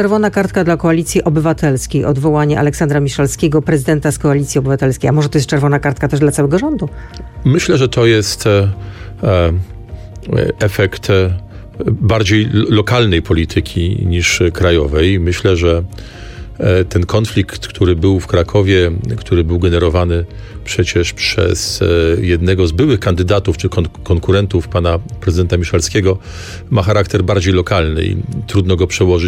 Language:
Polish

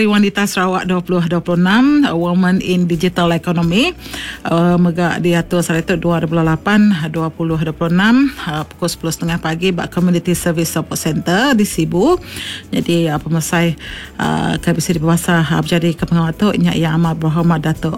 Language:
Iban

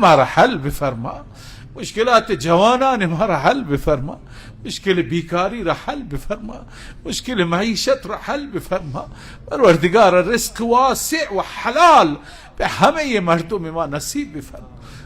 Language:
Persian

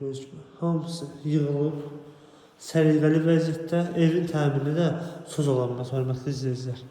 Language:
Azerbaijani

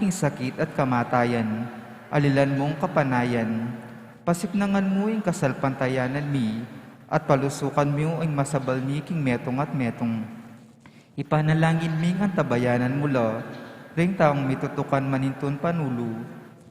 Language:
Pampanga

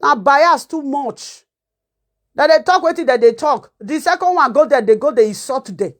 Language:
Nigerian Pidgin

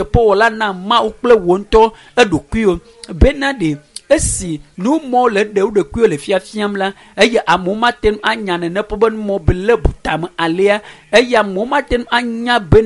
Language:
Ewe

